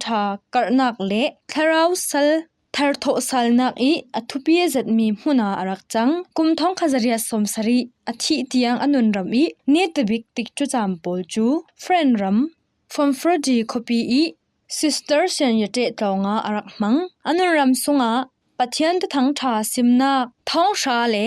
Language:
Falam Chin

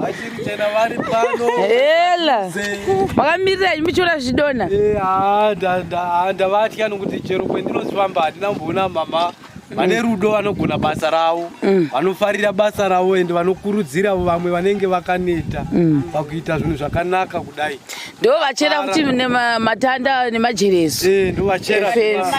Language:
Shona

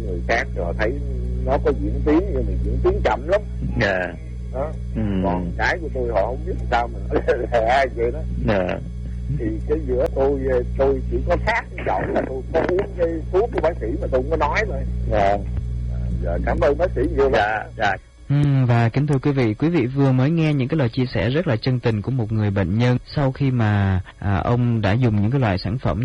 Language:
Vietnamese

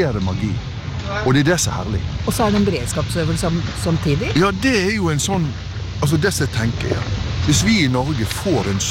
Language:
Norwegian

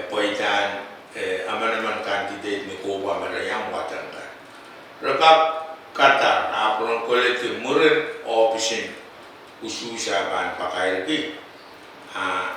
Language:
Pohnpeian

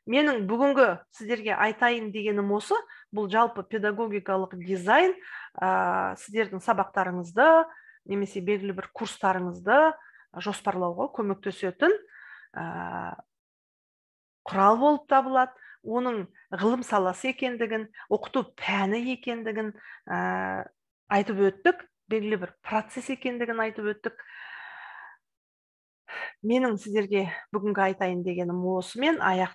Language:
Kazakh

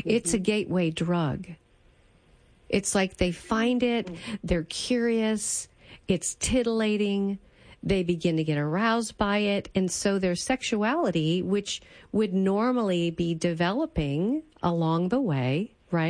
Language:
English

